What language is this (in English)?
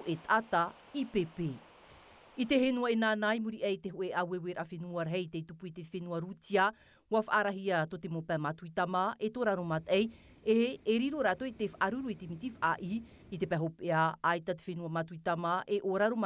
Tahitian